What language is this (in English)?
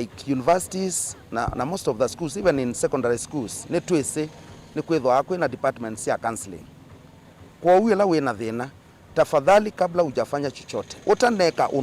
Kamba